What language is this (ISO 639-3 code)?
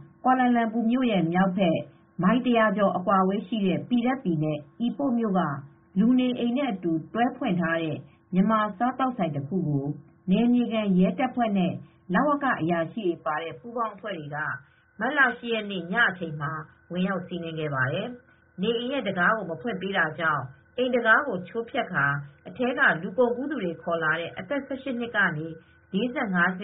mya